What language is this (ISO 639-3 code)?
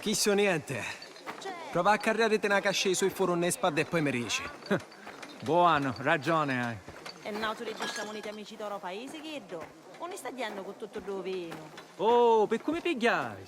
scn